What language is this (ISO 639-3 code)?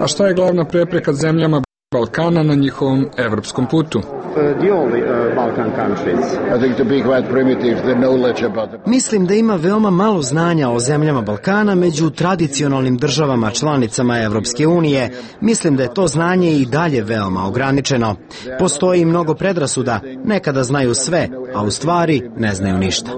srp